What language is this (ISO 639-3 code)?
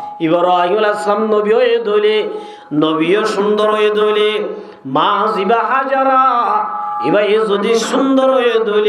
rhg